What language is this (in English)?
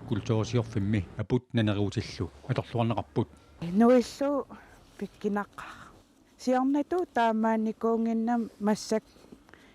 Kalaallisut